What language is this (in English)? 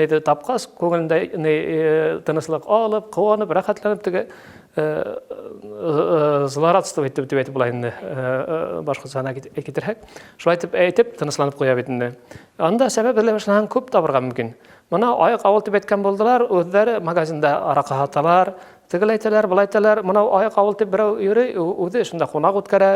Bashkir